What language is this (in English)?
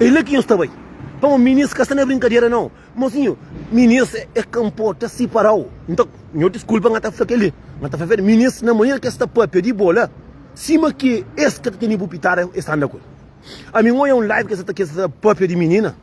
Kabuverdianu